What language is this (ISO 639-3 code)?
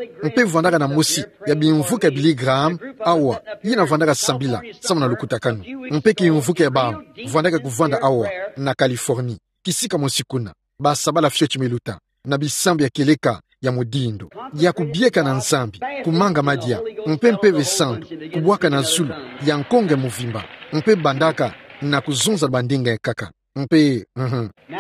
ktu